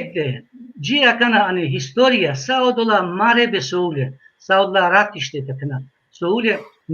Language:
Balkan Romani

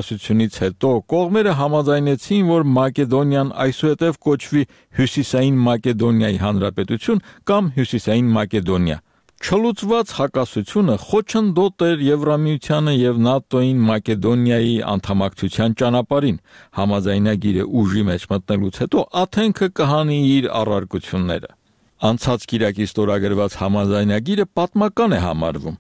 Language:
Armenian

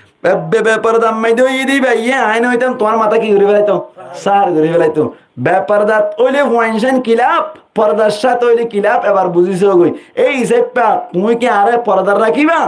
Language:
Rohingya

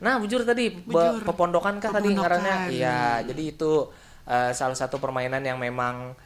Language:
Banjar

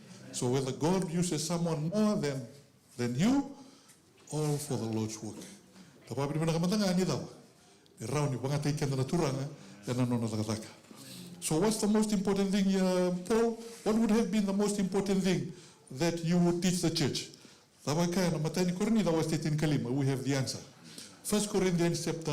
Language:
Fijian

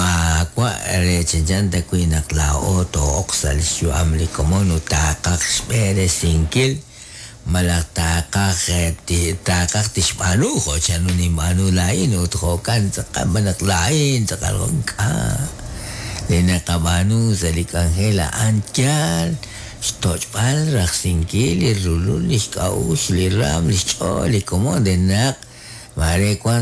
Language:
Kekchí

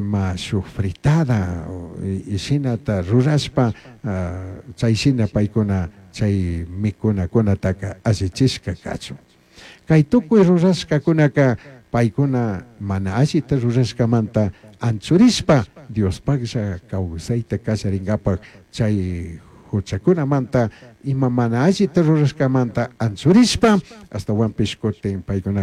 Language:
Chimborazo Highland Quichua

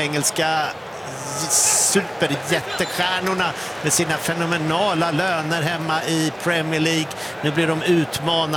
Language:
Swedish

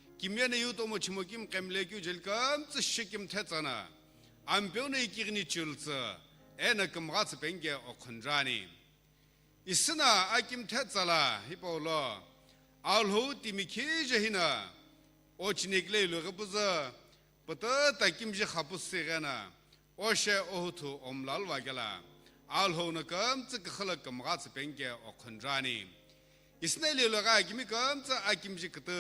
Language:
Sumi Naga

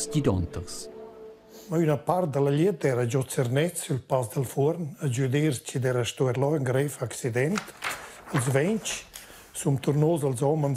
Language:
Romansh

